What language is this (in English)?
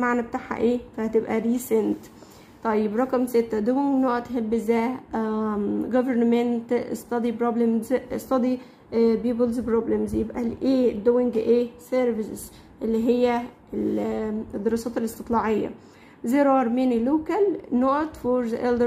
Egyptian Arabic